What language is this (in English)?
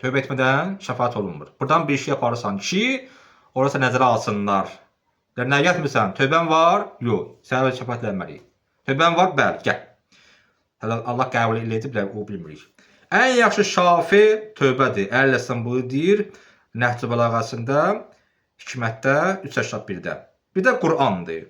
Azerbaijani